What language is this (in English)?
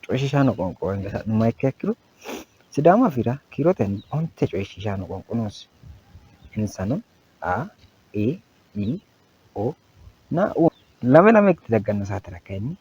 Sidamo